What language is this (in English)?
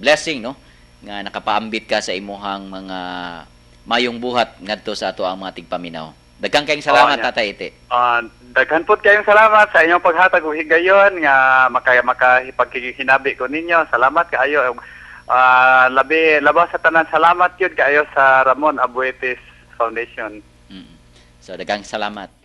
Cebuano